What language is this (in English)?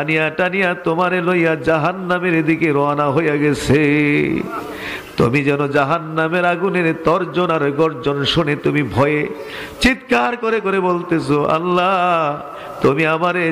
Bangla